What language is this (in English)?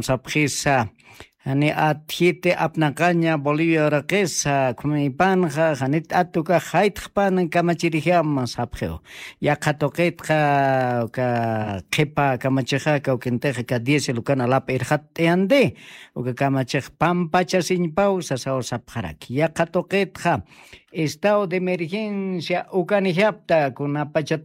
Aymara